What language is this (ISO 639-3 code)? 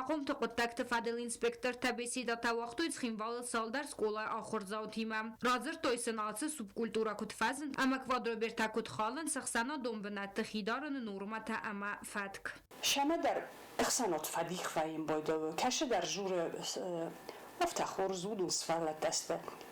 oss